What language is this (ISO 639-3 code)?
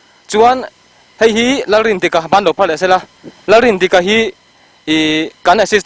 lus